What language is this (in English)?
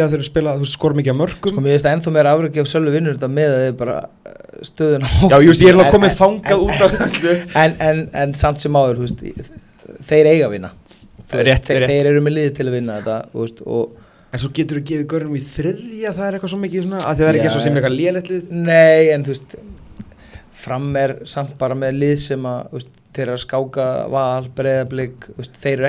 Icelandic